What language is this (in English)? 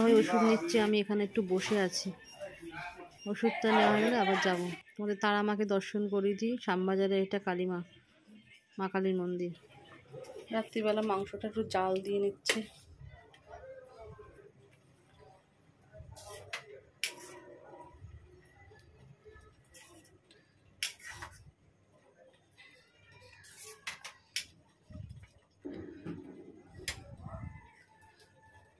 Bangla